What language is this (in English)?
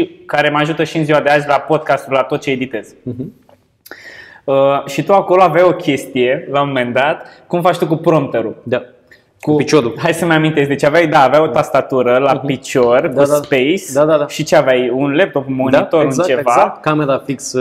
Romanian